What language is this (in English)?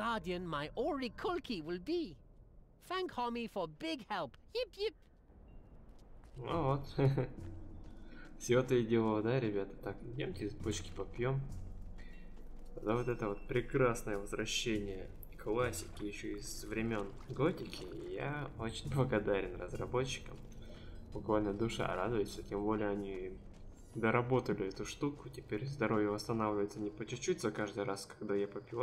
Russian